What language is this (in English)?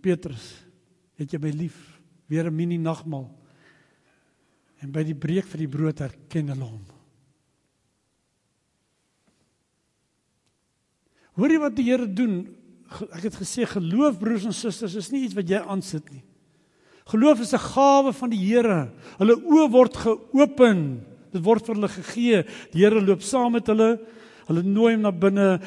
Afrikaans